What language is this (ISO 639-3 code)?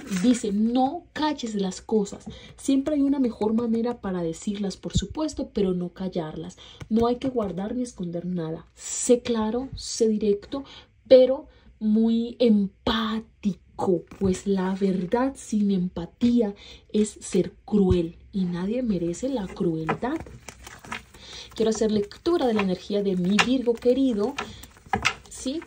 spa